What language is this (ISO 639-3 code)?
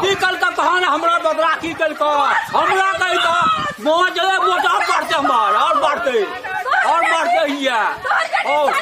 mai